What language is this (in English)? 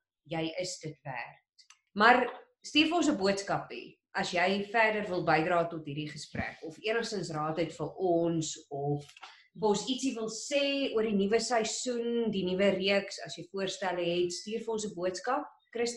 Afrikaans